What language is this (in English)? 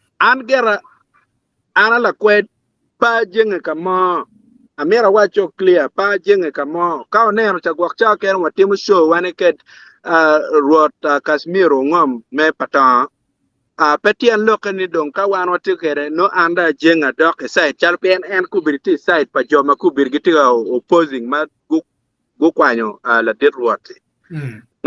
Acoli